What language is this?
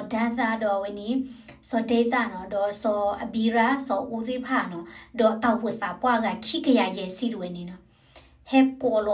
S'gaw Karen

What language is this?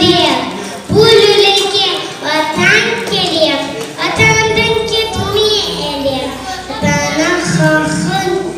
Crimean Tatar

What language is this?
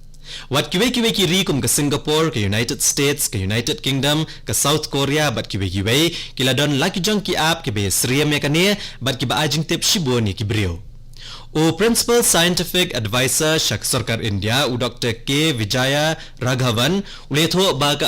Khasi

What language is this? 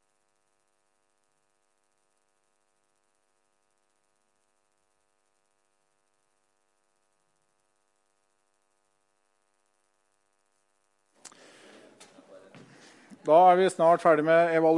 Norwegian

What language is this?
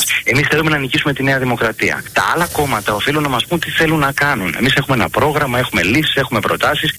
Greek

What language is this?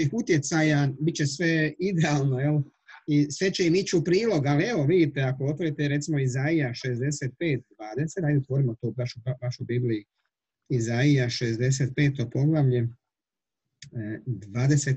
Croatian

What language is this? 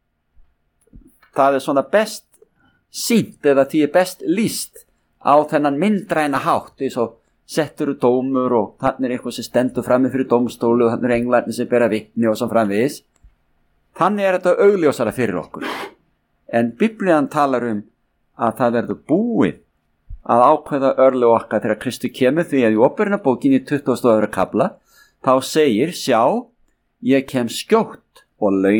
Icelandic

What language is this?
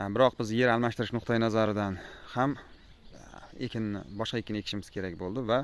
Uzbek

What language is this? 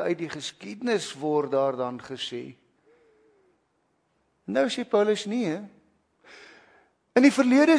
Afrikaans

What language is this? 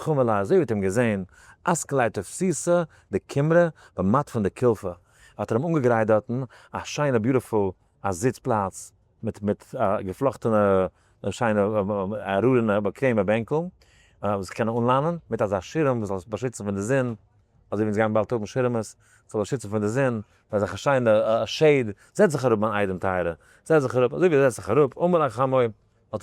Yiddish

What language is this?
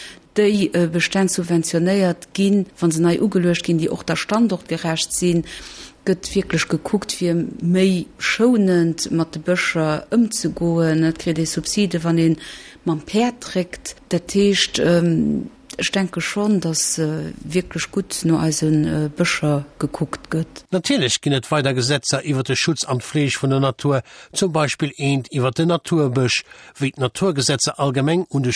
Luxembourgish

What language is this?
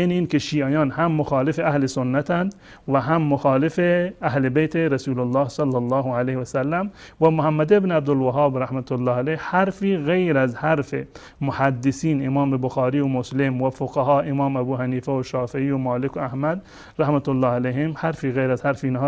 Persian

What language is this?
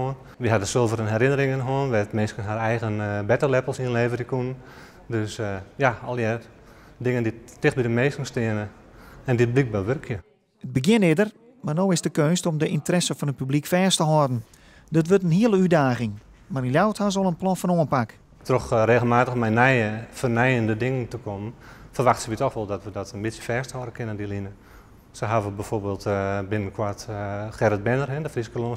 Western Frisian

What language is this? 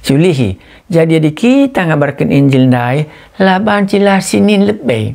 Batak Karo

